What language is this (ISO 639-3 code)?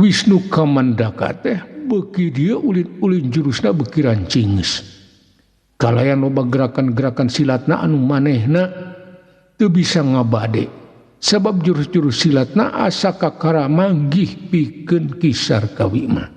sun